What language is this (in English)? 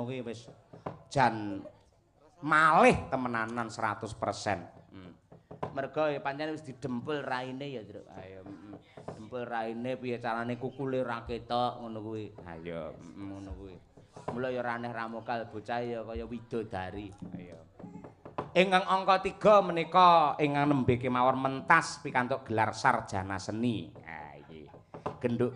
Javanese